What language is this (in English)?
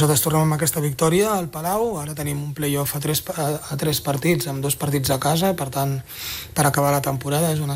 Catalan